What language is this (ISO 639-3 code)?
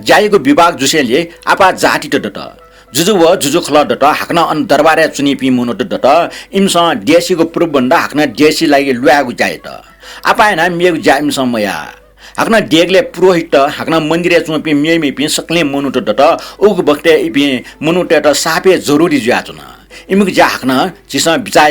new